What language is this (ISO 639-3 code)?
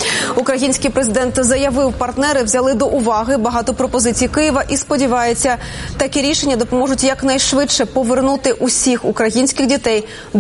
ukr